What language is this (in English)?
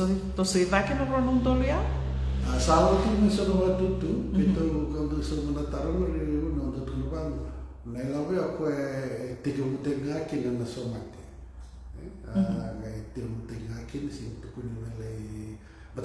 Fijian